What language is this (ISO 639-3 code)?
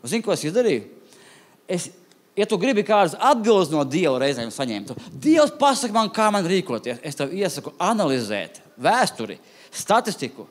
lav